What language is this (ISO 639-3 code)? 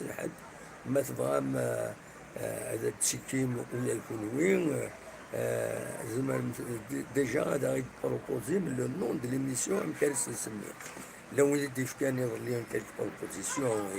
kab